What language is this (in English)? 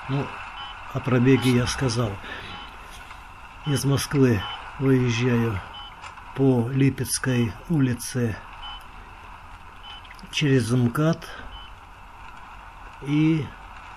Russian